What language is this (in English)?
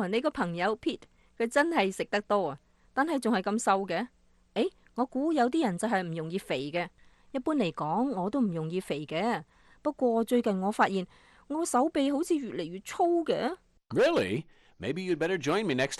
Cantonese